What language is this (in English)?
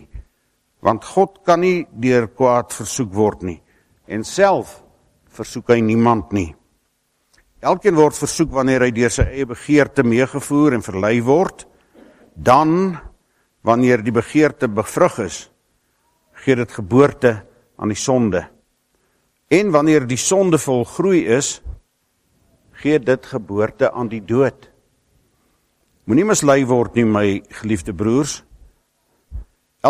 Afrikaans